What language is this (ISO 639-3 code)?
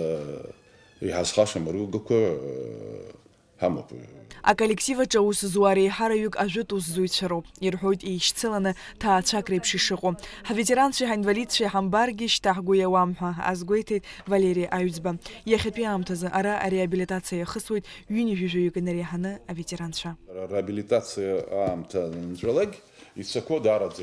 abk